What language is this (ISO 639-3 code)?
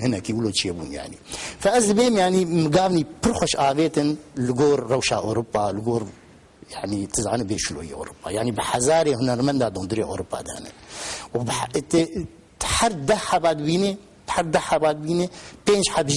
kur